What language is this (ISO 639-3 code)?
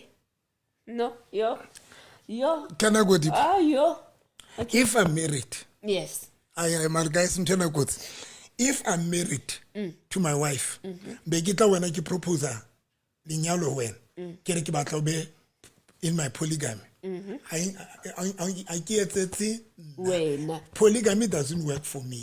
sot